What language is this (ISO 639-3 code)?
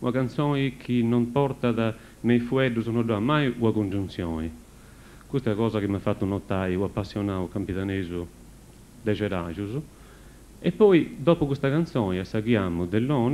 srd